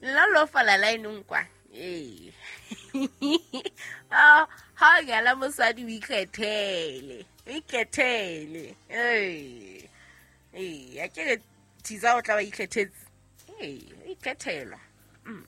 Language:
Southern Sotho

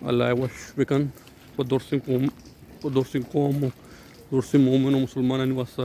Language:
Baluchi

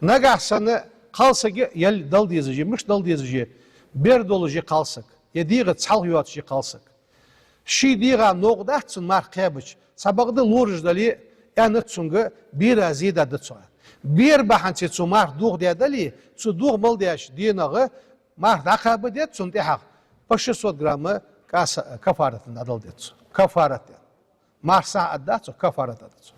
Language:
Ingush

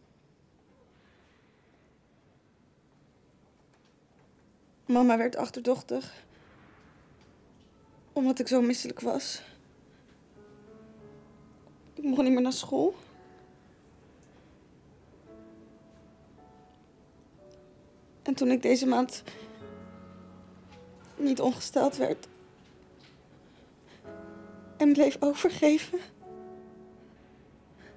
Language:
Dutch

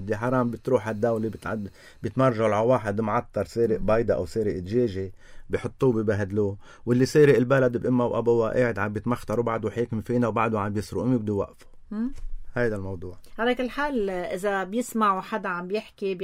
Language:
North Levantine Arabic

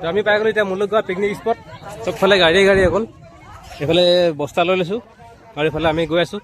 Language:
Assamese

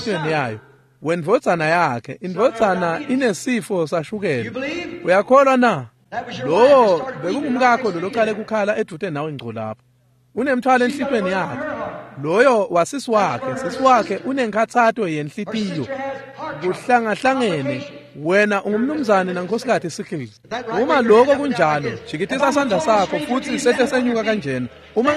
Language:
Swati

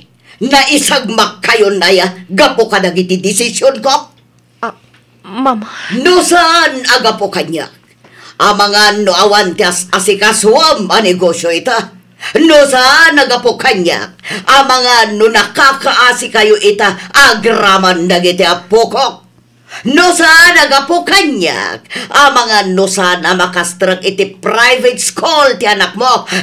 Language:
Iloko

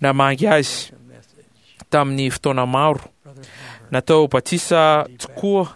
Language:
Malagasy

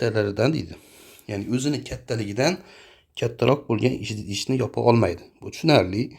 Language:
Uzbek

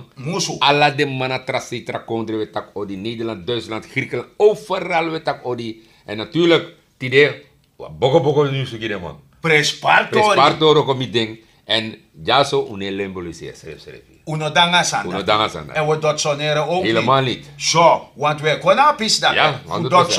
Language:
Sranan Tongo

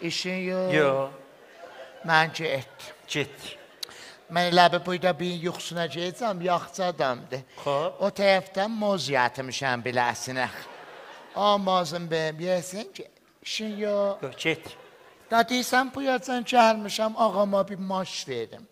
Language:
South Azerbaijani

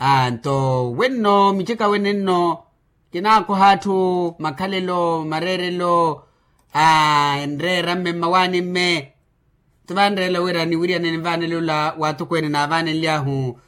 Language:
Makhuwa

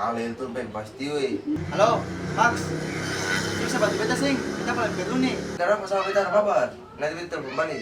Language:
Ambonese Malay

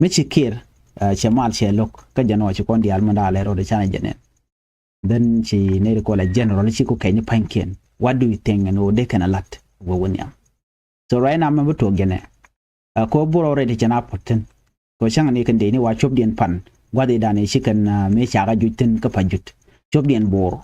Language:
Nuer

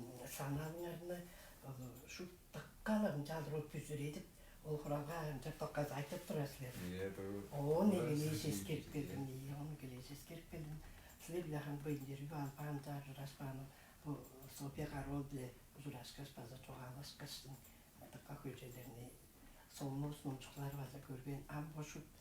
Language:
Tuvinian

